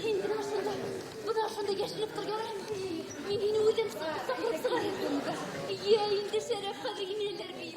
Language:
Bashkir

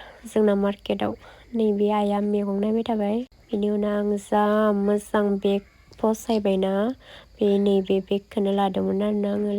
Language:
Bodo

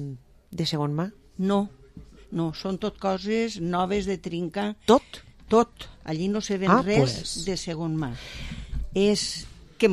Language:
Catalan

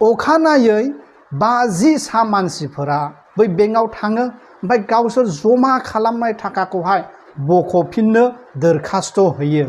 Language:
Bodo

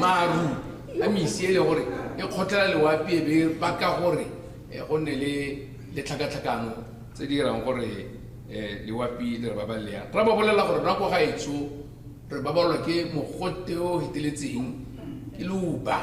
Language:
Tswana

